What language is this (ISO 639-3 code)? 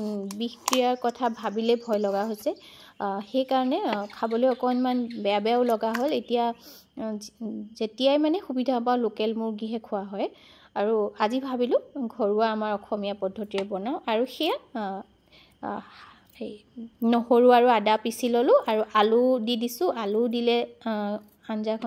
asm